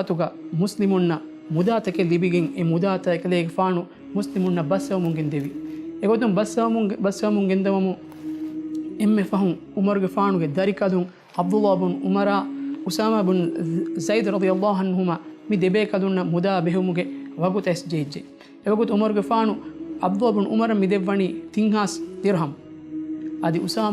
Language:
Divehi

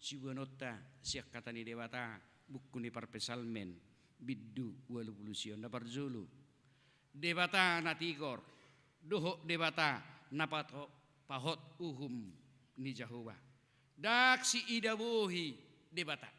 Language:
Batak Toba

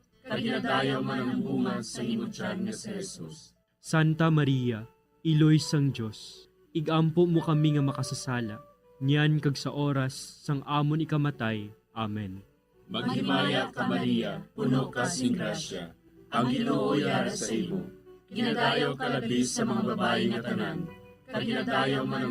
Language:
Hiligaynon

